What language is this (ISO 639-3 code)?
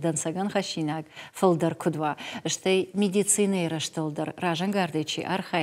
oss